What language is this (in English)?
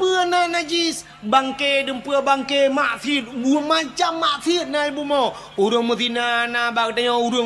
Achinese